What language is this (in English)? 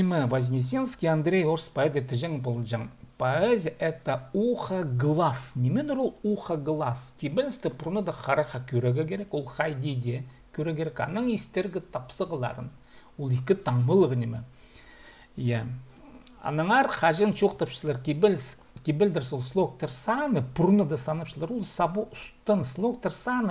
Khakas